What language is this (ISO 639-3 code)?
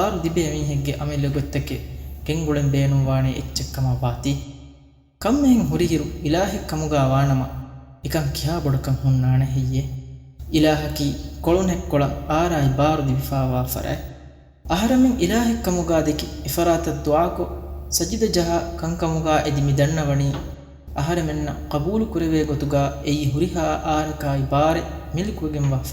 div